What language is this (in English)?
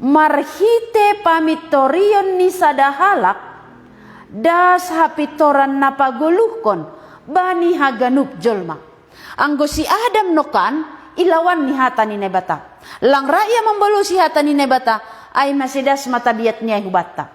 Batak Simalungun